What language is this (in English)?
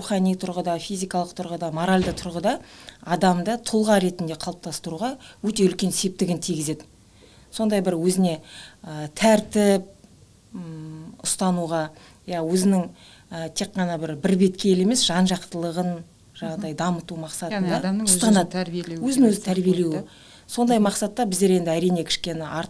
Kazakh